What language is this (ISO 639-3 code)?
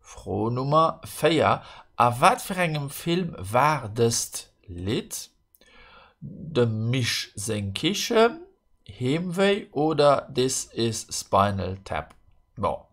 ltz